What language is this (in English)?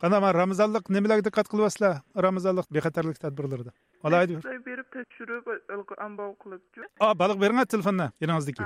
Uyghur